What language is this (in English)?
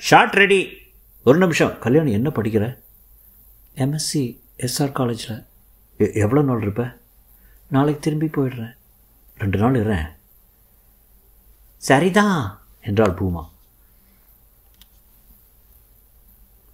Tamil